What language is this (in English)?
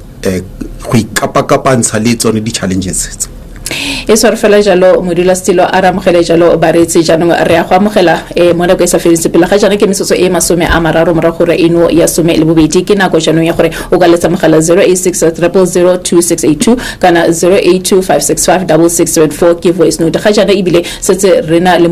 Tswana